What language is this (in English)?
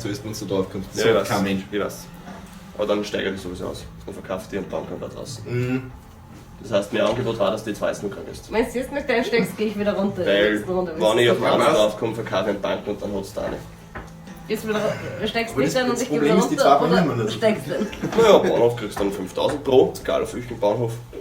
Bavarian